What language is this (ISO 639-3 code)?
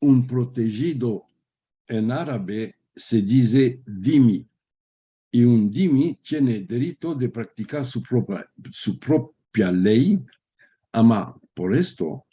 lad